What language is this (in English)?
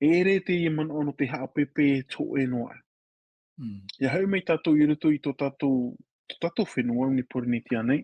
Tahitian